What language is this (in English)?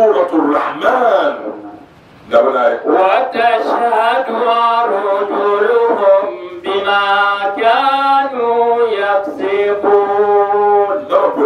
Dagbani